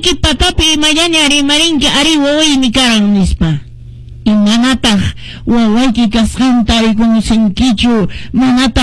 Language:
Quechua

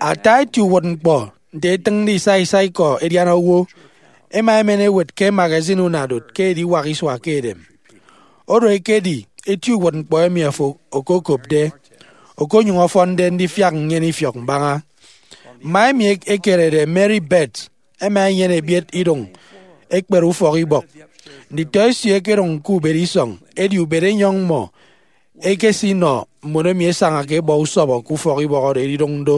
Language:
Efik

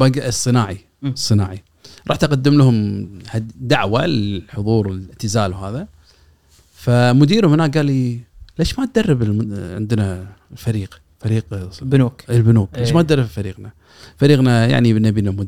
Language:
Gulf Arabic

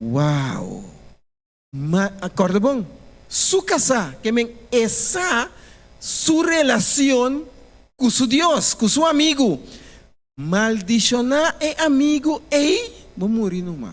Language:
Papiamento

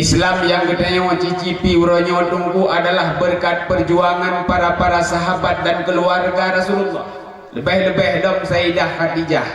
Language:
Achinese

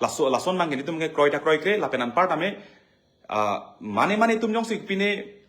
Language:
Karbi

